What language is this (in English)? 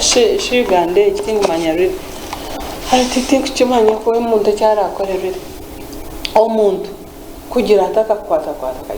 Nyankole